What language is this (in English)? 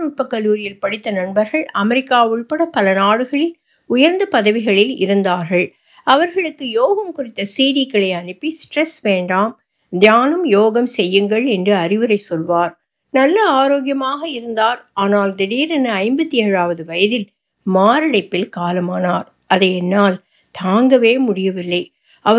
Tamil